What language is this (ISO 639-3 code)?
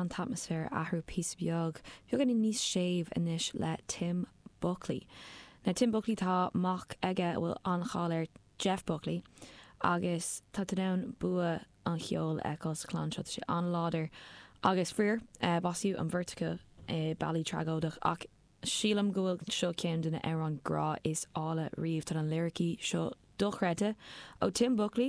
gle